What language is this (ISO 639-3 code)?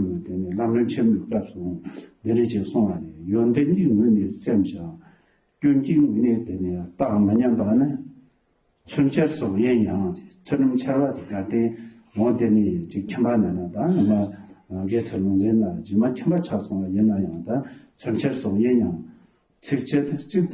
bod